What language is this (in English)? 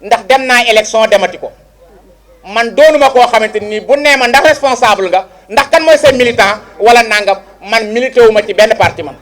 Wolof